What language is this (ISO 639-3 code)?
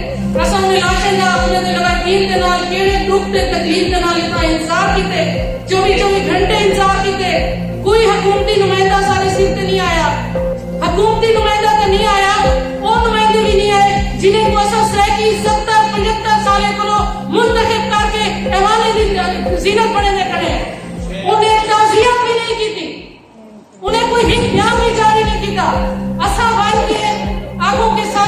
skr